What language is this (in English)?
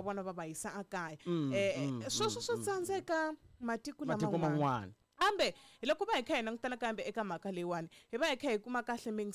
Tsonga